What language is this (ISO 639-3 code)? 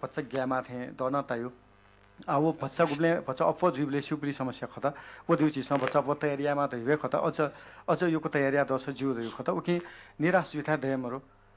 new